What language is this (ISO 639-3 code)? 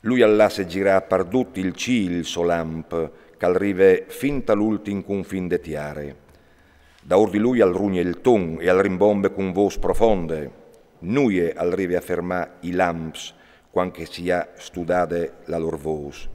fur